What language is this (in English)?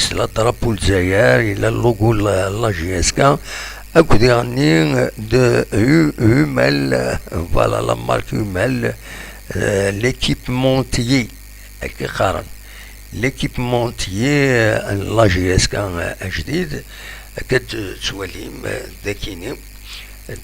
Kabyle